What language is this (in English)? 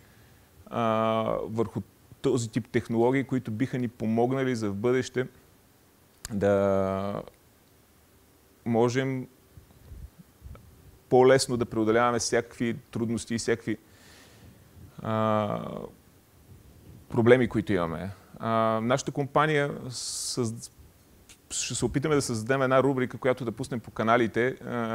Bulgarian